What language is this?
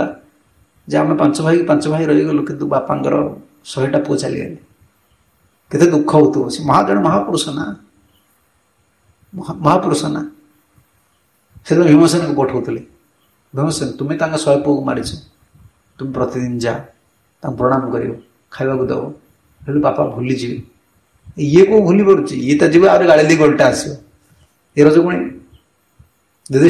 Odia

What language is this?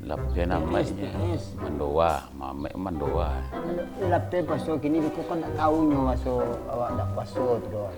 Minangkabau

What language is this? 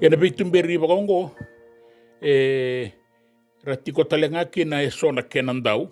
Fijian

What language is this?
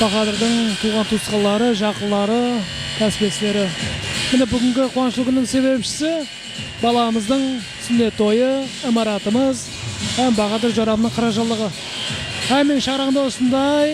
Kara-Kalpak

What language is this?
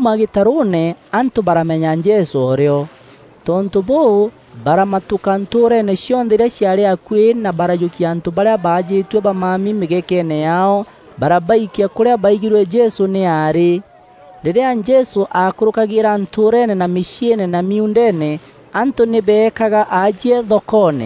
Meru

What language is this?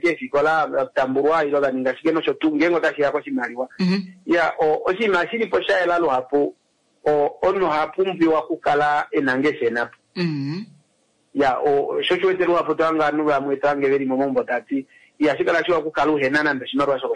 Kuanyama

